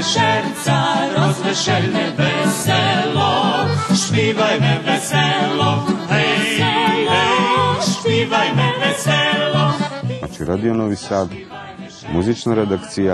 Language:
Rusyn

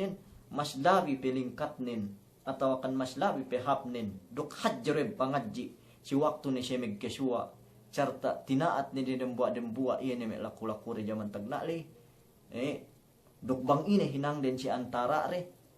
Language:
Yakan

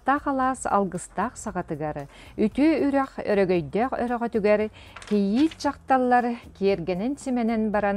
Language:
Yakut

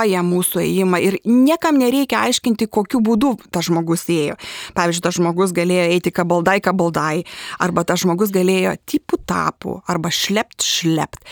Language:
Lithuanian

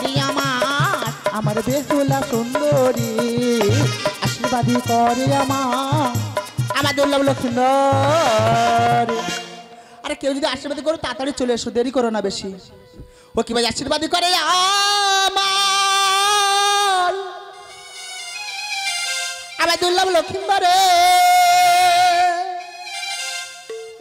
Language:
Bangla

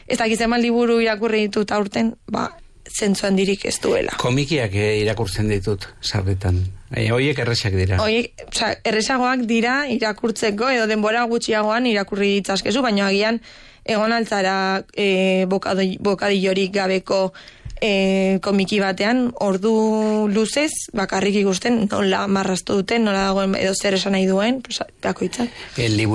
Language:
Basque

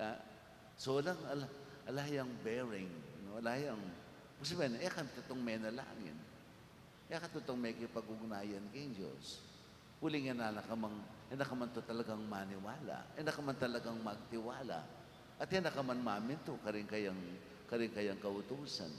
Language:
Pampanga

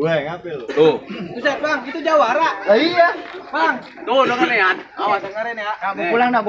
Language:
Betawi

